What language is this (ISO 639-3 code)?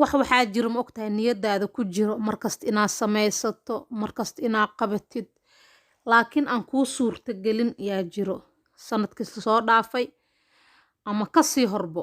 som